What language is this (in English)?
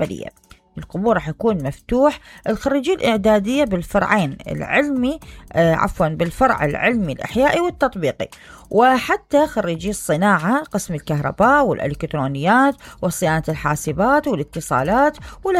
Mesopotamian Arabic